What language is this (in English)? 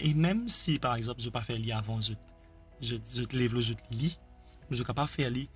Morisyen